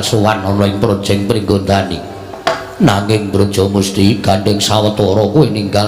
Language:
Javanese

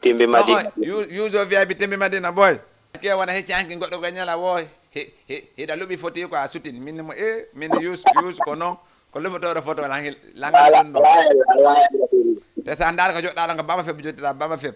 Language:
Fula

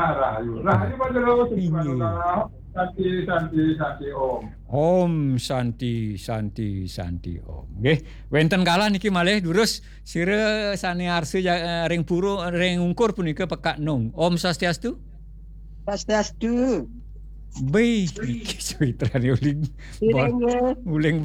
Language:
Balinese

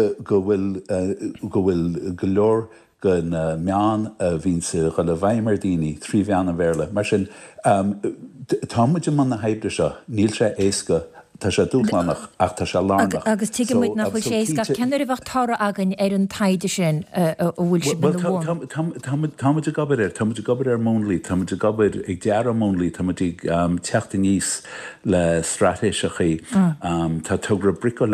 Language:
Irish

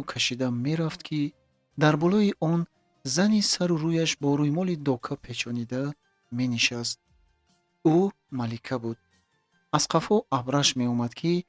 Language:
Tajik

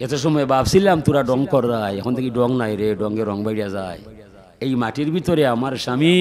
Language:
Sylheti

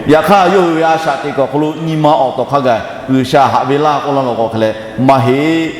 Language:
Lahu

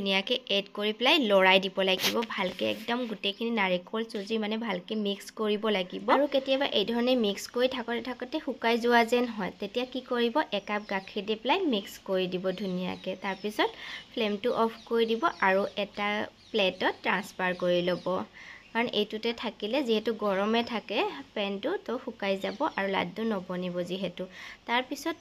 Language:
Assamese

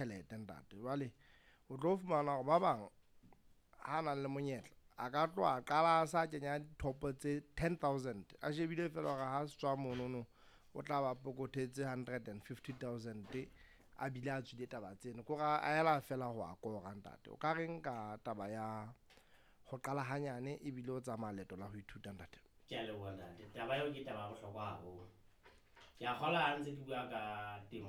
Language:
Southern Sotho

